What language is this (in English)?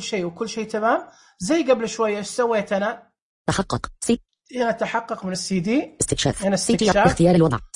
Najdi Arabic